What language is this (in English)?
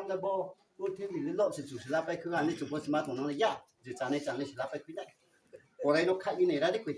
Riang (India)